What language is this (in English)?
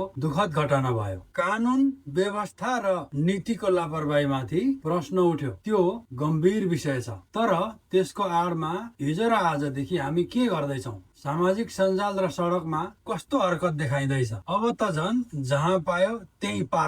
Nepali